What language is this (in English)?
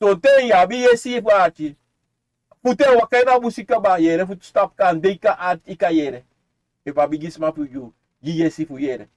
Sranan Tongo